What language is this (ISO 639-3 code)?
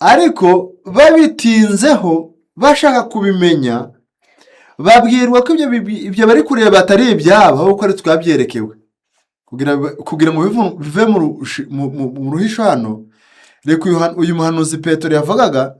kin